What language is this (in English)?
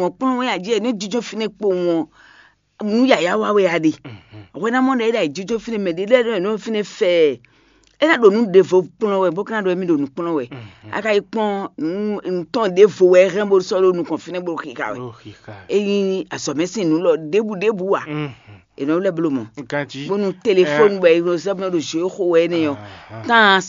Fon